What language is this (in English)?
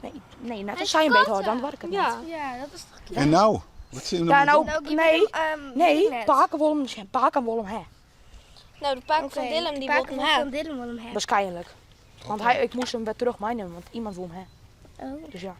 Western Frisian